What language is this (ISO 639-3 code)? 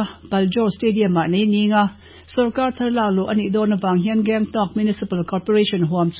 lus